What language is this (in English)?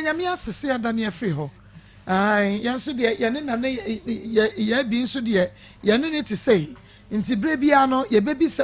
Akan